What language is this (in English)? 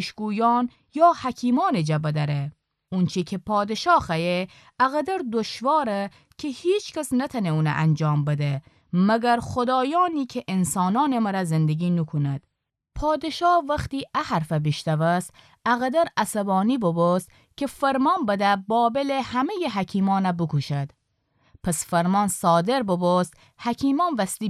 Gilaki